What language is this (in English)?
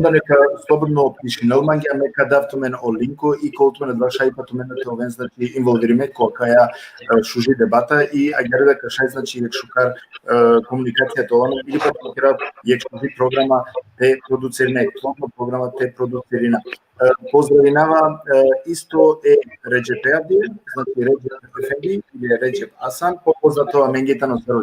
Balkan Romani